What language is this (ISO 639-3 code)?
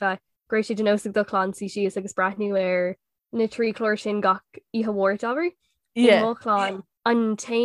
gle